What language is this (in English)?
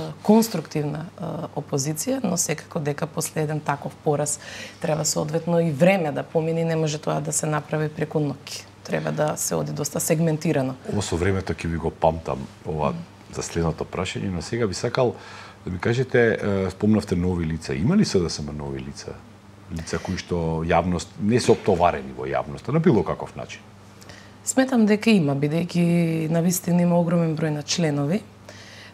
Macedonian